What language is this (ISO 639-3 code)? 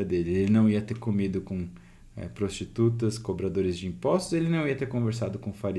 por